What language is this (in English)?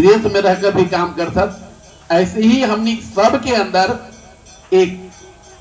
Magahi